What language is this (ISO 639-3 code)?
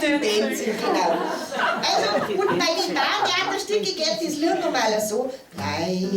bar